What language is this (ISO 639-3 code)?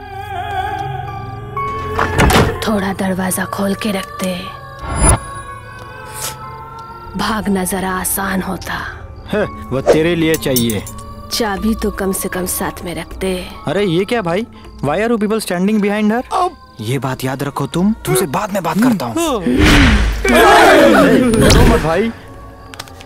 hin